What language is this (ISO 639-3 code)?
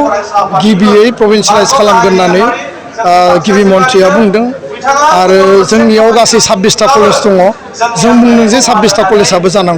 brx